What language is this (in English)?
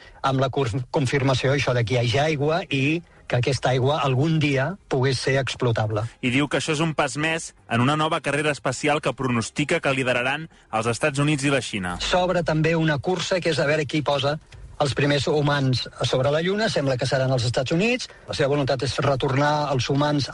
Catalan